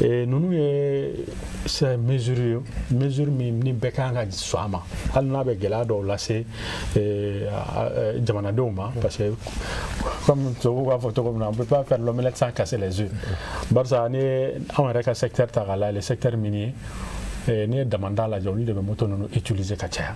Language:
Bambara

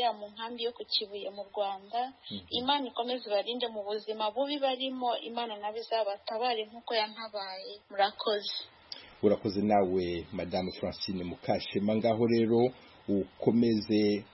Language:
Kinyarwanda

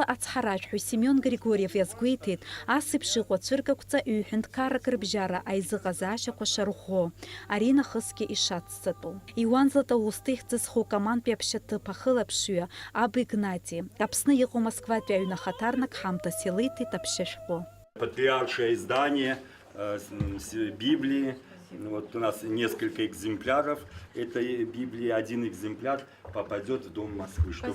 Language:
Abkhazian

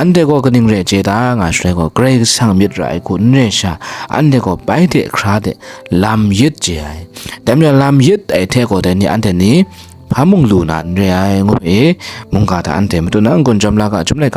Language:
Kachin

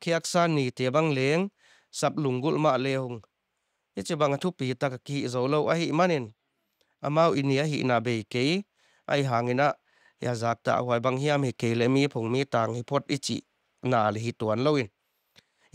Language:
Tedim Chin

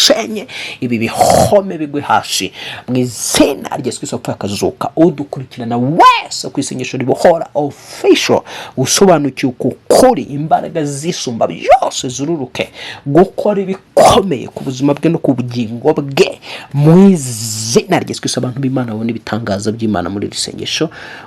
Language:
Kinyarwanda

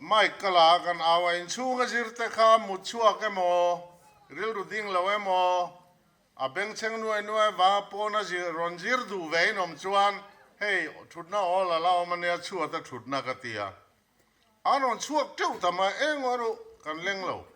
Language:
Mizo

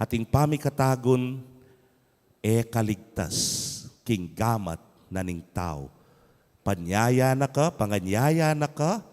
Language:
Pampanga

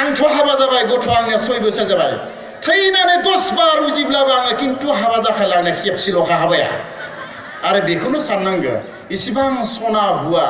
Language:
Bodo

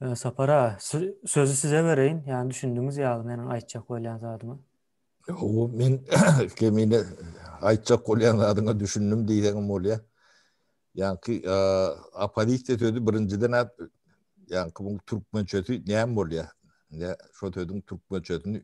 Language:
Turkmen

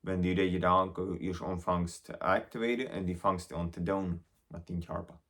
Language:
Plautdietsch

